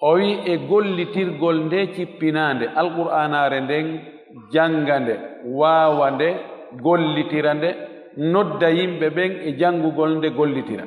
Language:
Fula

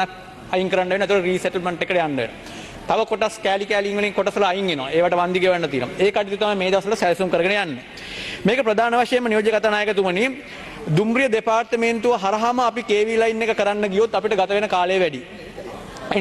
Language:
Sinhala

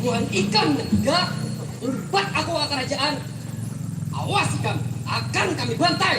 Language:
Banjar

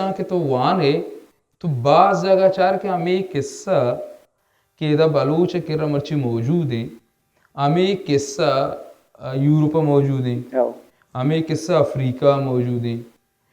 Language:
Baluchi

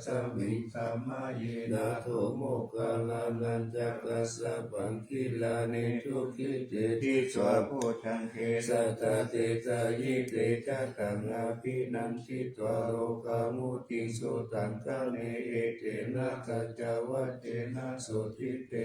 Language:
Pali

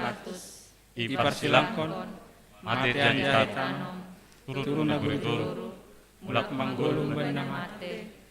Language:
Batak Simalungun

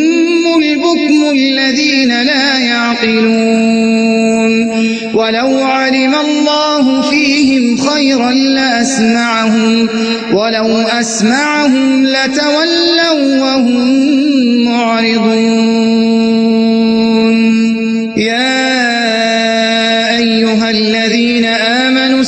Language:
Arabic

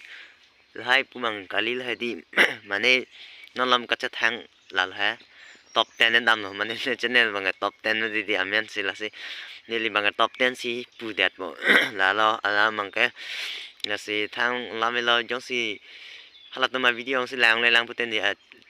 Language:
Karbi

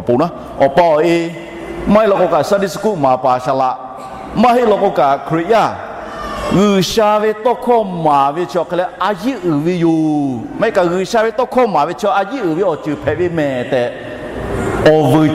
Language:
Lahu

